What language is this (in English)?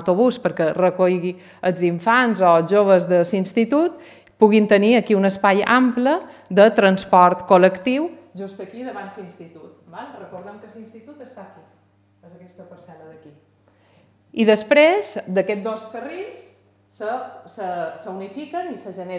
Catalan